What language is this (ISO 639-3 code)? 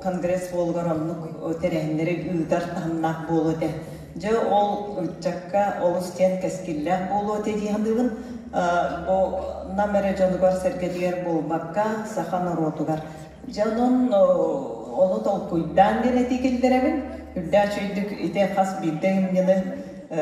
sah